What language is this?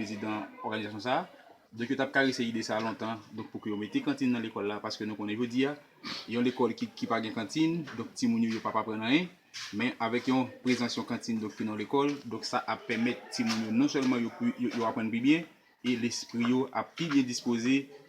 Haitian Creole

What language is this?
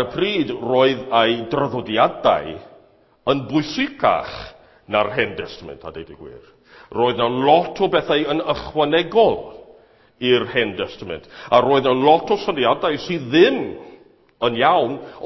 Welsh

